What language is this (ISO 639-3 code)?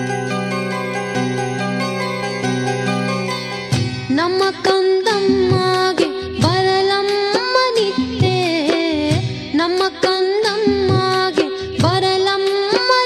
kan